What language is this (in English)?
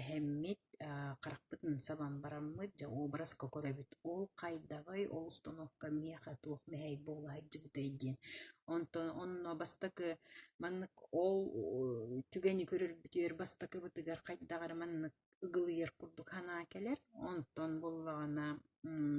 Yakut